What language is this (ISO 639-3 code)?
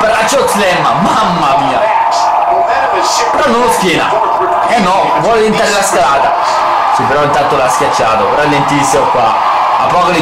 ita